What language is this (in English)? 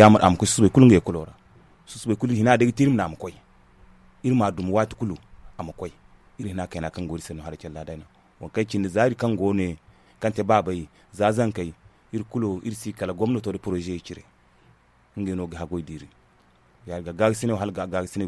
Zarma